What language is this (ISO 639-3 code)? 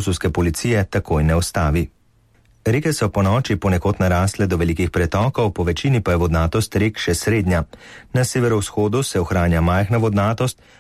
slv